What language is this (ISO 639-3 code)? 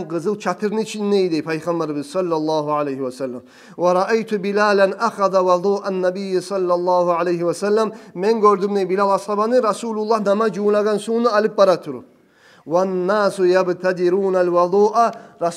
kum